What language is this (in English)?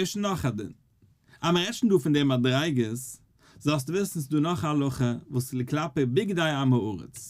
Yiddish